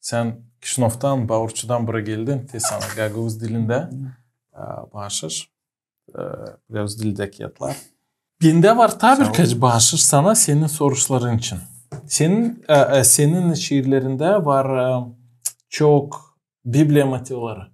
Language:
Gagauz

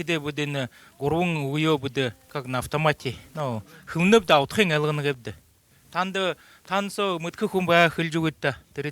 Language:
Buriat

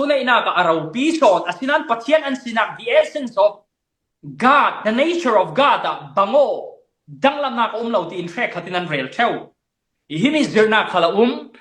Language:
Falam Chin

